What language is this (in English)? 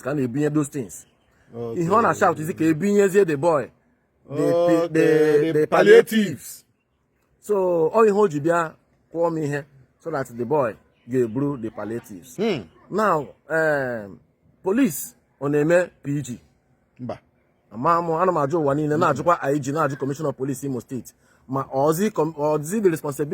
Igbo